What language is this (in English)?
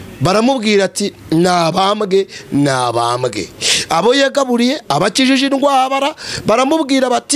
Kinyarwanda